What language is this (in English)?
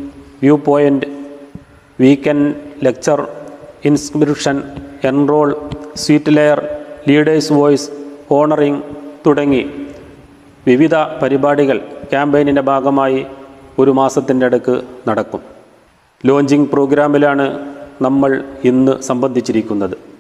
Malayalam